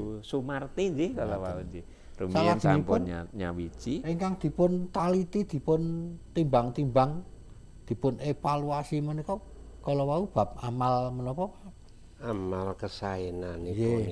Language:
Javanese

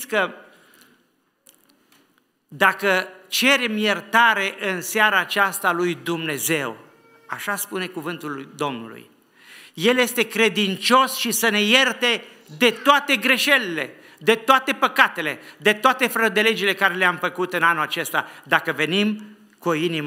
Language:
Romanian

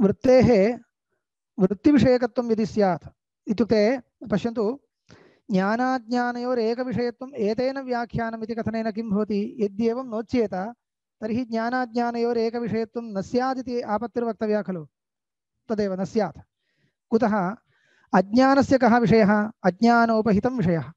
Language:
Sanskrit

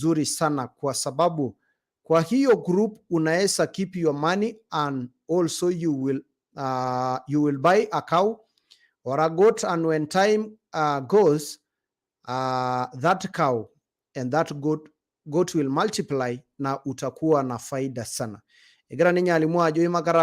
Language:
Masai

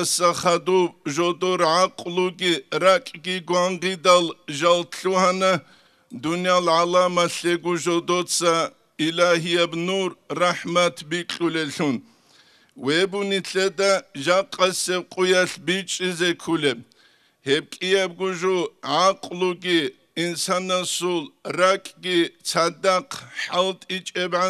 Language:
Avaric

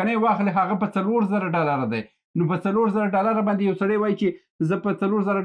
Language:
Pashto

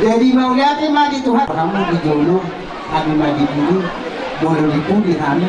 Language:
Batak Toba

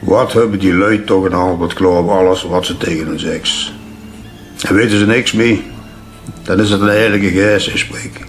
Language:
Limburgish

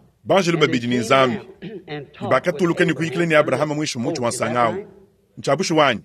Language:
Luba-Lulua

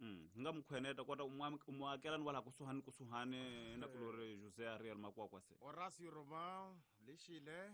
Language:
Tsonga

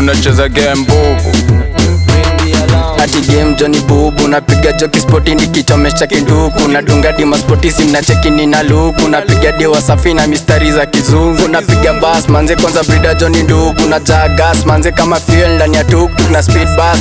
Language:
Swahili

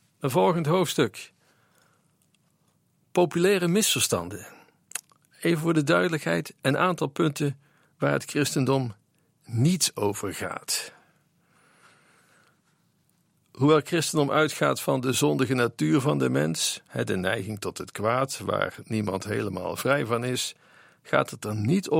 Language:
Dutch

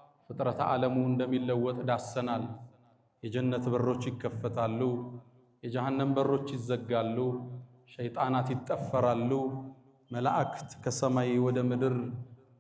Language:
Amharic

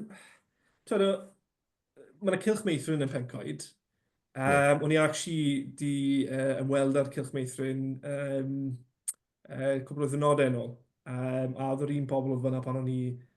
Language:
Welsh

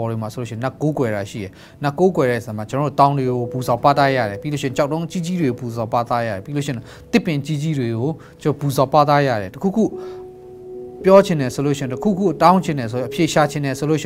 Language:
Burmese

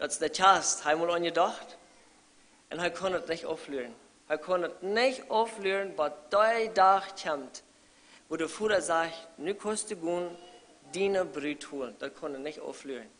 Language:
Plautdietsch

